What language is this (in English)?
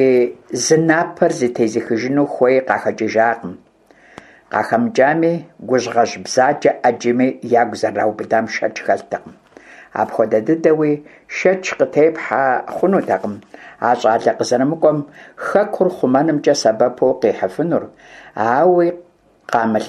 Kabardian